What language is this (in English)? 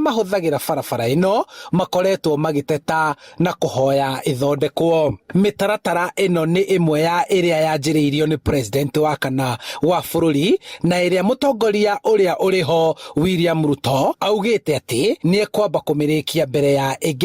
Kikuyu